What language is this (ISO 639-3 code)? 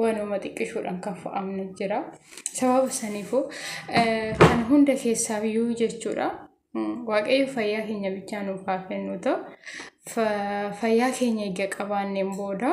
orm